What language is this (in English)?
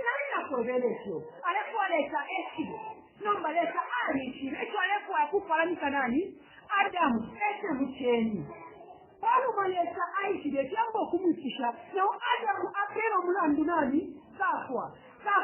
Bemba